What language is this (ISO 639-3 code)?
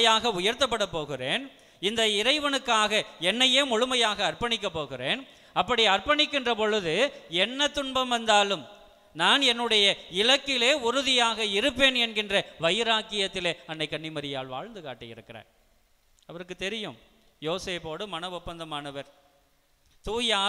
tam